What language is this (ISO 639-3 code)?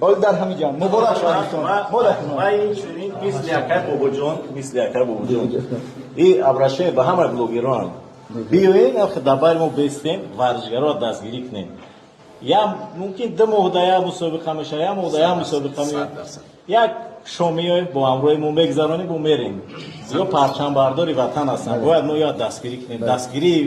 tgk